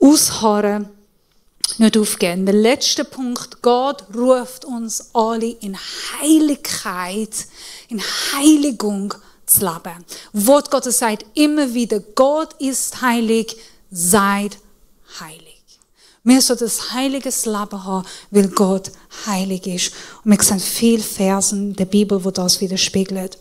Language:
Swiss German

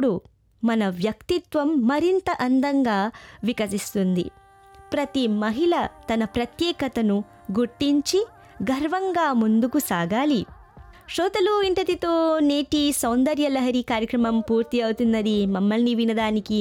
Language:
Telugu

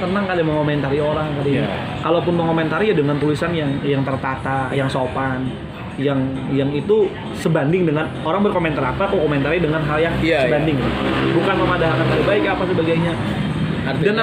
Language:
Banjar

